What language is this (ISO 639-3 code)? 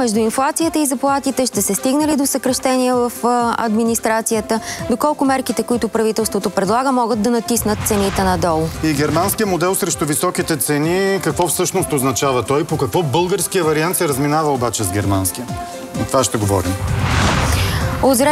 bul